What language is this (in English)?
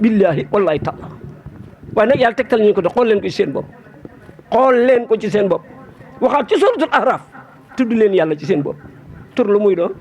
Wolof